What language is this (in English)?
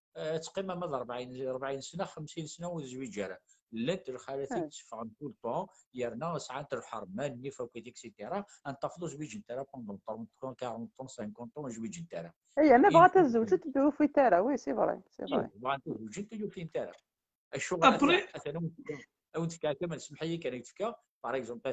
Kabyle